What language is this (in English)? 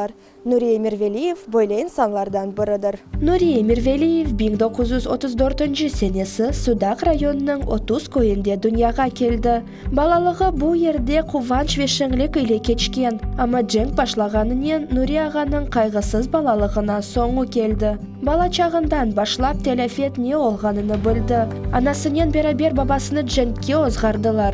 Crimean Tatar